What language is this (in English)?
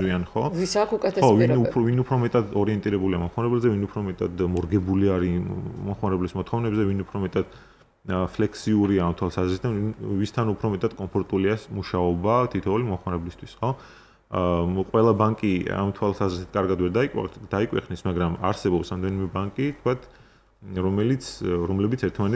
Georgian